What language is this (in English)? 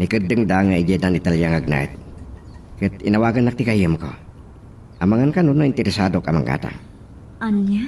Iloko